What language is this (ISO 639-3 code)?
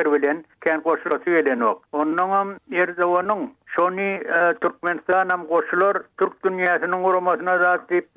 tuk